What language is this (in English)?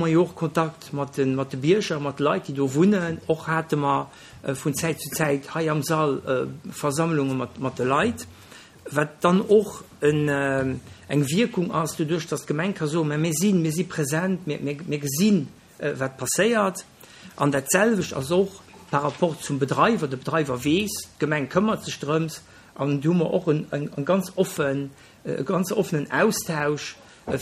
Luxembourgish